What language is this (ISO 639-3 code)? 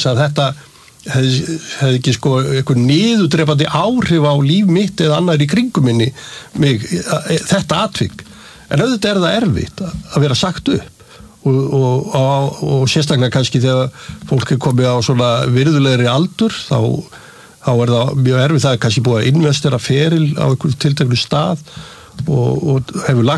isl